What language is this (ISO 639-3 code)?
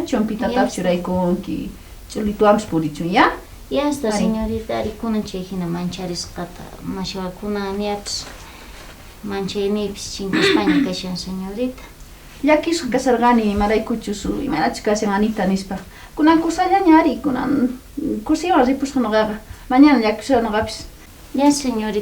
quh